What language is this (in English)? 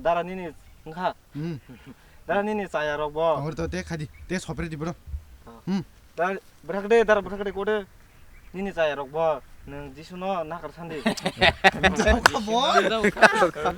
Kok Borok